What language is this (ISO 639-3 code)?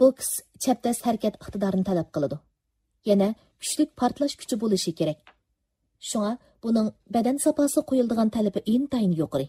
uig